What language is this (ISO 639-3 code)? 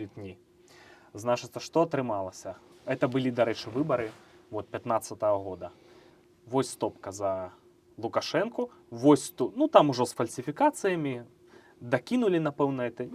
bel